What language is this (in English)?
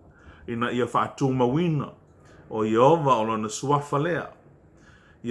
Samoan